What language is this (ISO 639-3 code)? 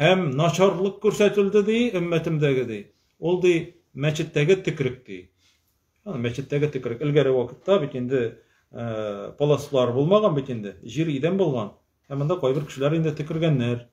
tat